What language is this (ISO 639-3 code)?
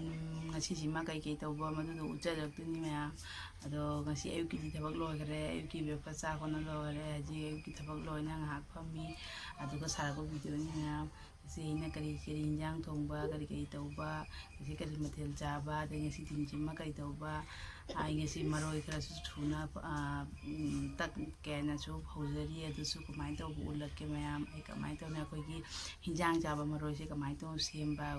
mni